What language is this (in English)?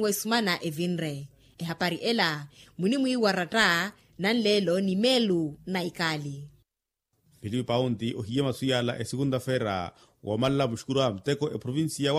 Makhuwa